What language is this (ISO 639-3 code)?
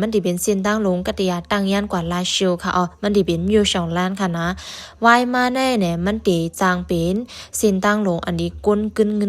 shn